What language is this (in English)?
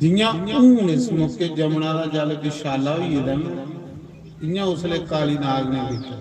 Dogri